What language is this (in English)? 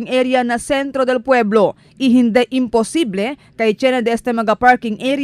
Chavacano